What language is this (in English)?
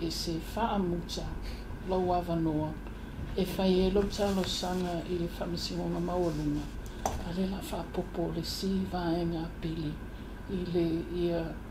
Samoan